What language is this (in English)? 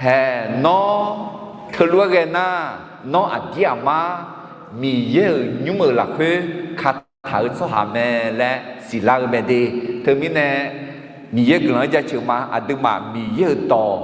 Akha